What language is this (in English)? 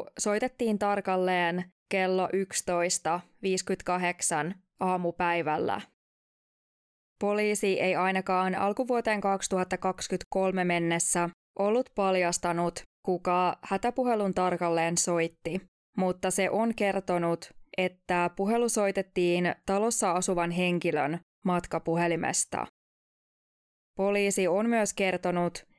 Finnish